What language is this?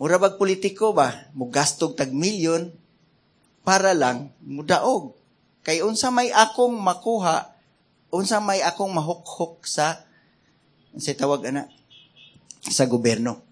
Cebuano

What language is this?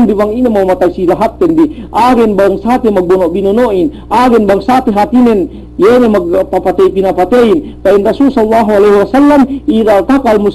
Yakan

